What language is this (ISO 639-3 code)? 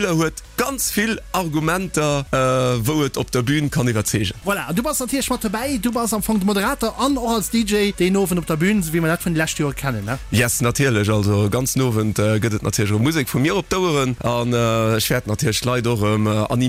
ltz